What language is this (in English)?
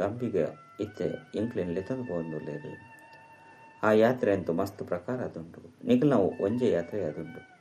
Tulu